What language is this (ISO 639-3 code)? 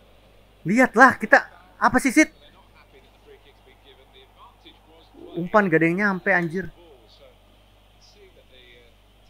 ind